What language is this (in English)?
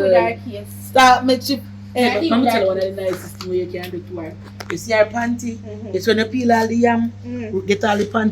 Jamaican Creole English